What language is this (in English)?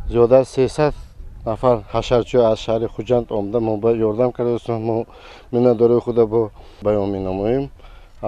Tajik